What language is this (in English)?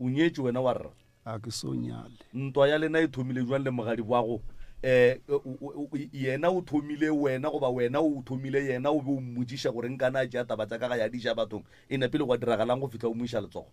Northern Sotho